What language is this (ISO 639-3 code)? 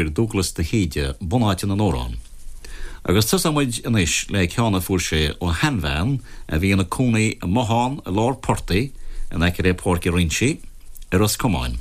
gle